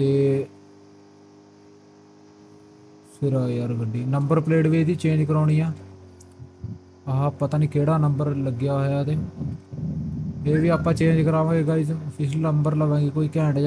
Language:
Punjabi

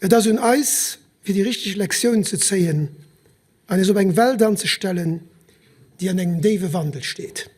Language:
Luxembourgish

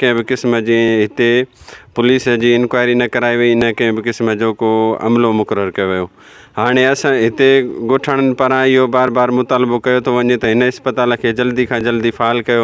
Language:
Sindhi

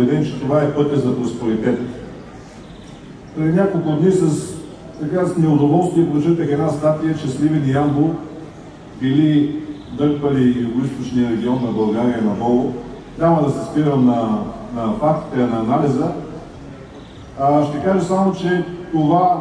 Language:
Bulgarian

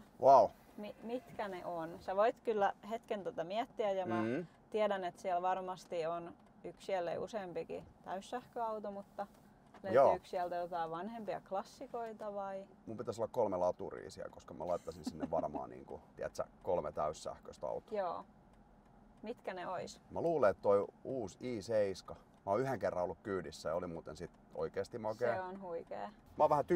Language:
Finnish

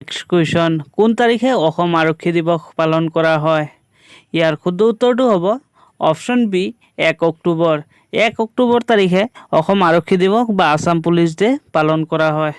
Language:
Assamese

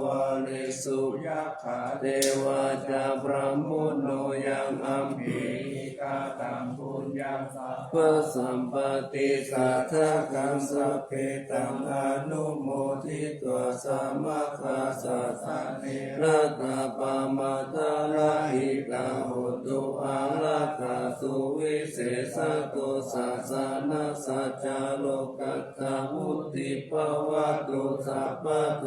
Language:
Pali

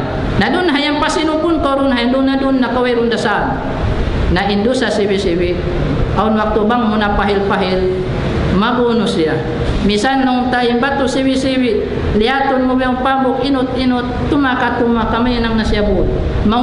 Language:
Tausug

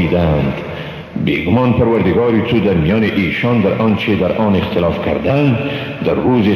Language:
Persian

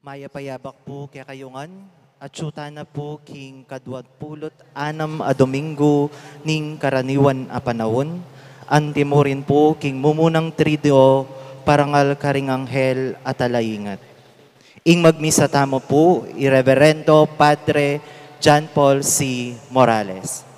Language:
Pampanga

